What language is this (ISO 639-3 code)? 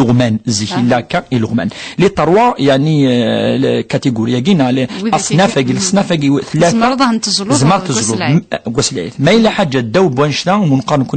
kab